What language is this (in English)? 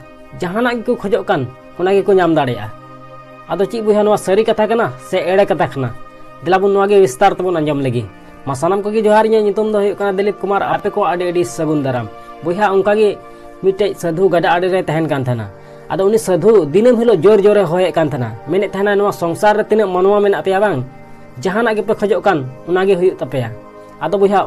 Santali